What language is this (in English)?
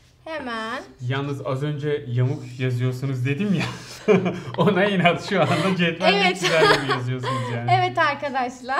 Turkish